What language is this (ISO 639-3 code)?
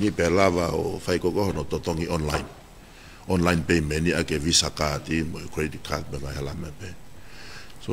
ton